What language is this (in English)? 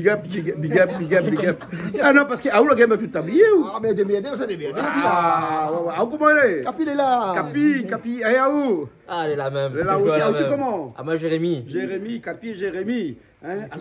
Réunion Creole French